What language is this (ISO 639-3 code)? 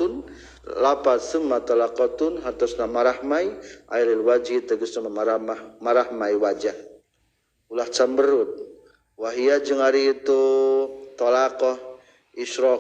sun